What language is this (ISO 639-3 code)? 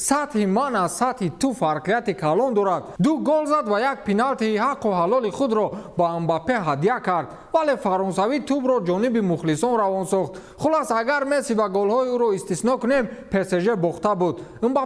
tgk